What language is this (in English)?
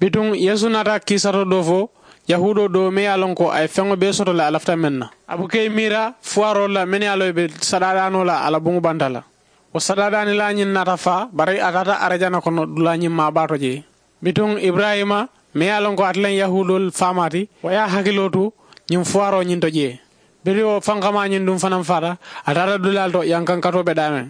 Mandingo